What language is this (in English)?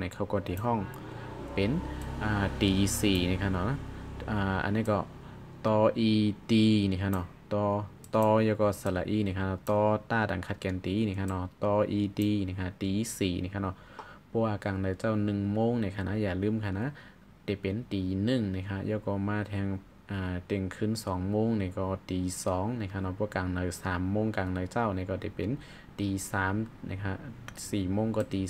Shan